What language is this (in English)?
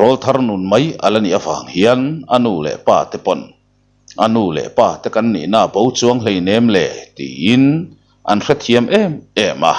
Mizo